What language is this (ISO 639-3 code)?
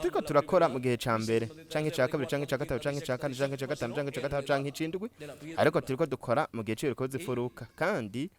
run